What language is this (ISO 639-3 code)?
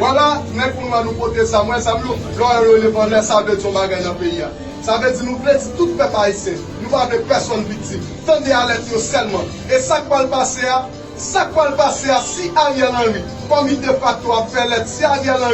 hat